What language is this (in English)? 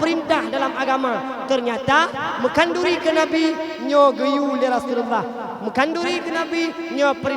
Achinese